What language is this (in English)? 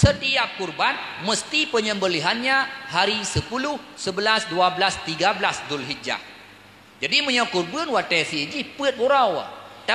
Achinese